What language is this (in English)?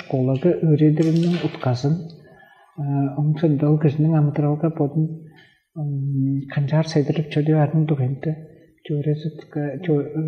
Tuvinian